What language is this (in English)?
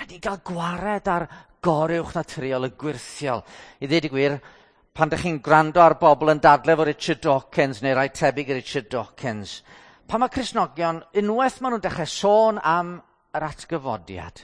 Welsh